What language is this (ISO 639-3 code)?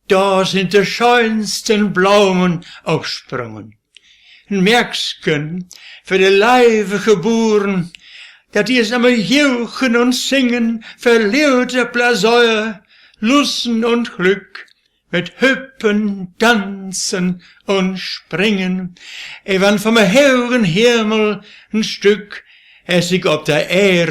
wep